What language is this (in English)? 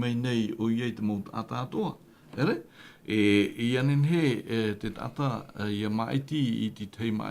Tahitian